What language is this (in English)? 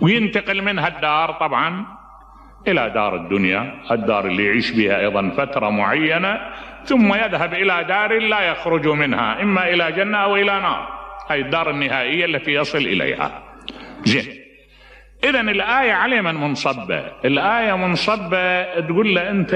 Mesopotamian Arabic